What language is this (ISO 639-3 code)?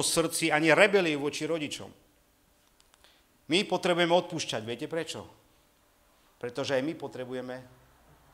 slk